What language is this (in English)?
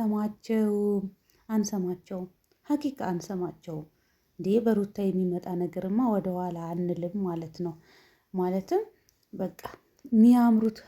Amharic